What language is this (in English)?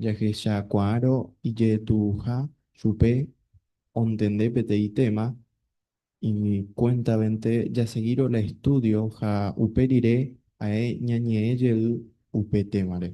Guarani